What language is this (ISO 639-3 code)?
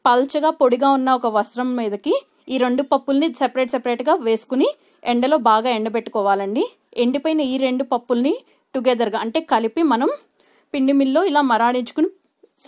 tel